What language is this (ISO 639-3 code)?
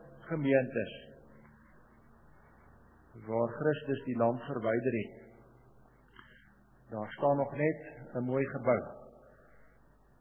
afr